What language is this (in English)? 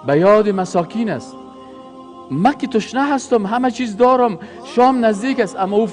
Persian